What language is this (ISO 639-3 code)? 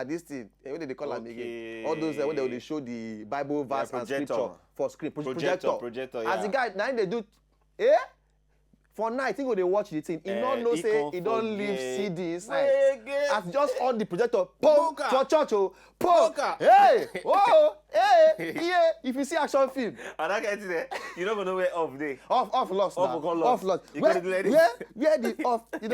pcm